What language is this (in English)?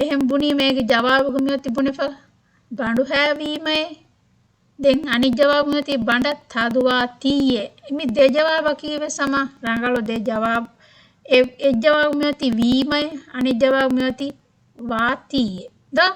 Divehi